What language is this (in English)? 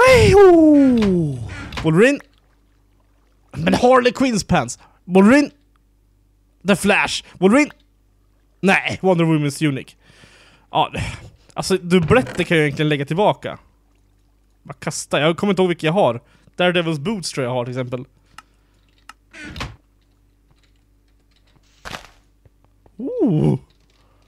Swedish